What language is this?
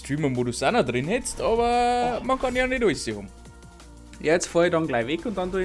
Bavarian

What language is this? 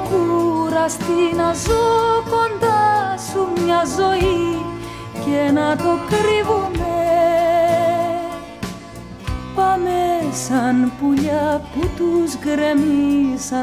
Greek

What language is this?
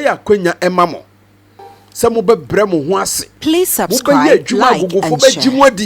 Akan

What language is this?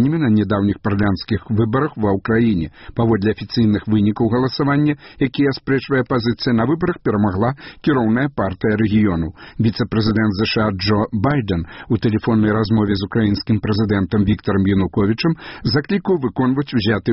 Belarusian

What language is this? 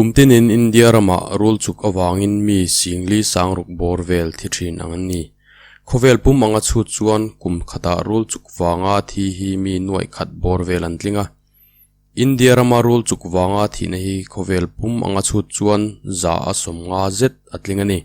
Mizo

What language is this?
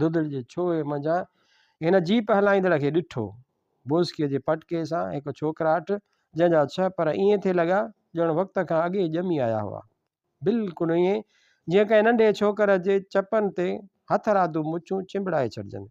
Sindhi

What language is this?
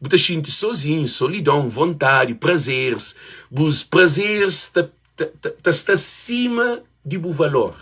Kabuverdianu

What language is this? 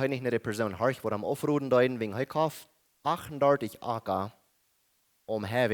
Plautdietsch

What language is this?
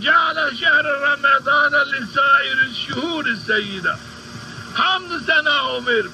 Zaza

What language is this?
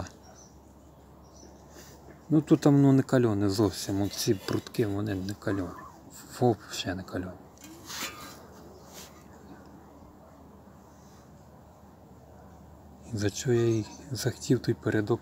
Ukrainian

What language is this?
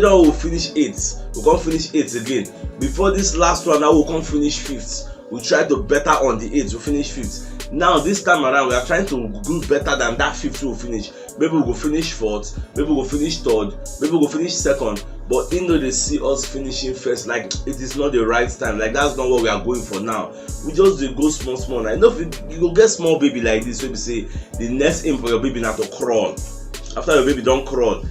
Nigerian Pidgin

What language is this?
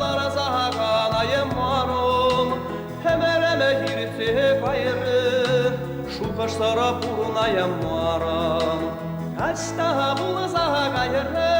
Chuvash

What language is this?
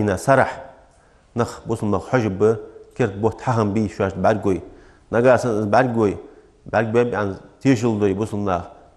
Ingush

